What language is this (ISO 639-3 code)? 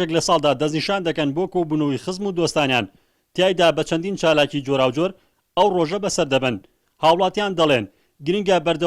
ckb